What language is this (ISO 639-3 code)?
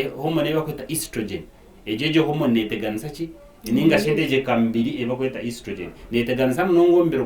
nyn